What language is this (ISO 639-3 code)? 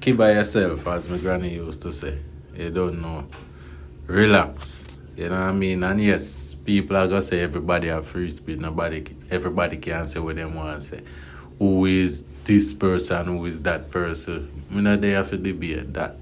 jam